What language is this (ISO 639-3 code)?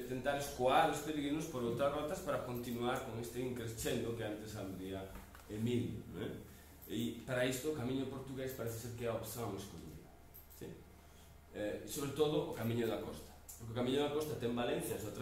glg